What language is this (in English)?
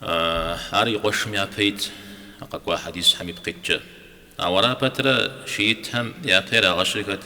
Kabardian